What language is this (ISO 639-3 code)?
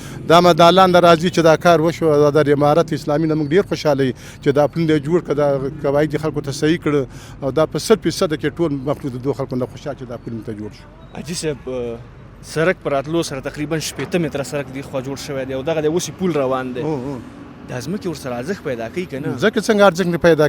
pus